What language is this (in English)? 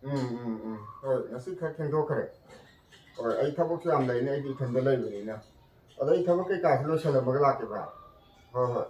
Manipuri